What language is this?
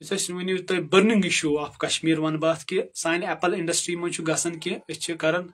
Kashmiri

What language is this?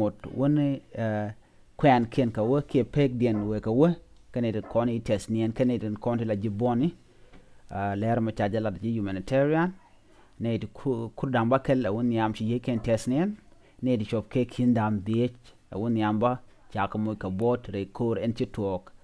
Nuer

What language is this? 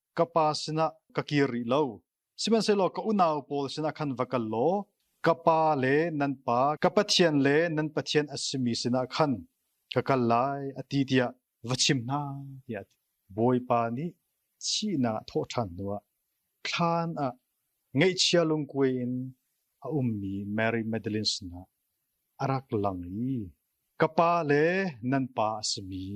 Hakha Chin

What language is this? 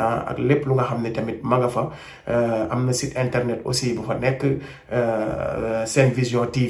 Wolof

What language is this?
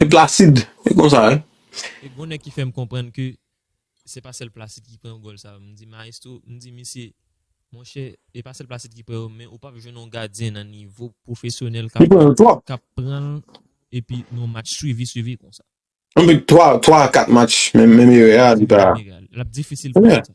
Haitian Creole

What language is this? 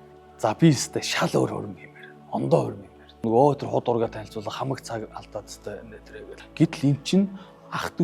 Mongolian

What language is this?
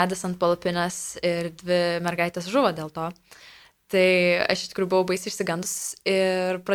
Lithuanian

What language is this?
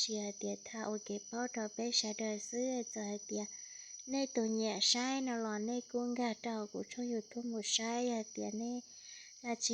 Hmong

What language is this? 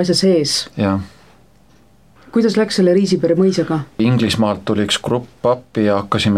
Estonian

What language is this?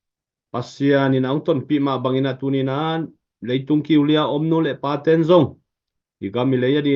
Tedim Chin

